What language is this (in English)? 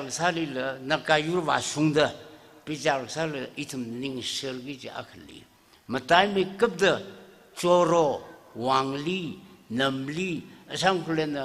Tangkhul Naga (India)